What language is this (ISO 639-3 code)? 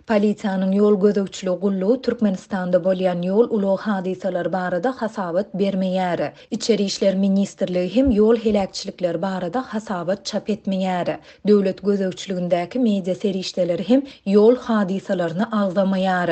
tuk